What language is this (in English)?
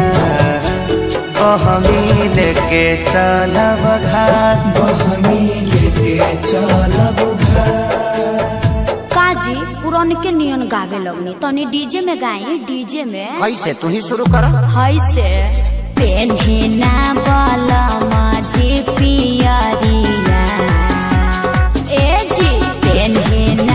Bhojpuri